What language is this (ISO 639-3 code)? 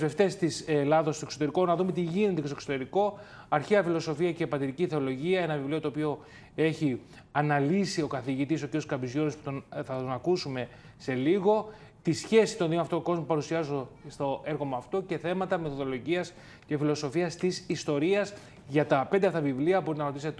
ell